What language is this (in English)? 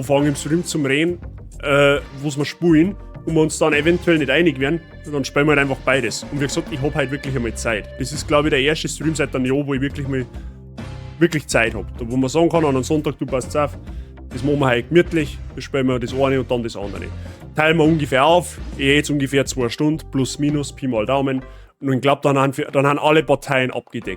Bavarian